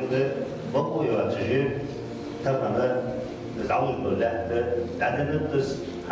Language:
Ingush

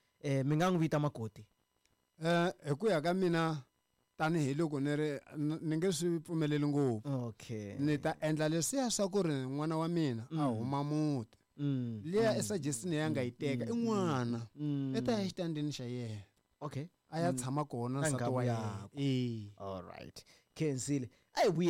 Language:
Tsonga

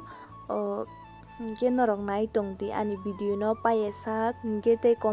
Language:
Kok Borok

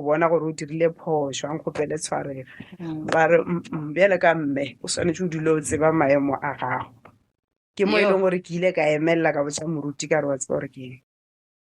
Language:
Northern Sotho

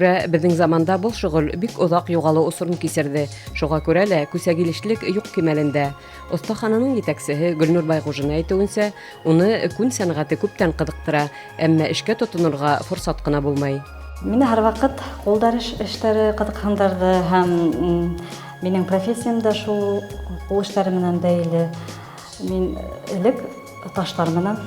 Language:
Bashkir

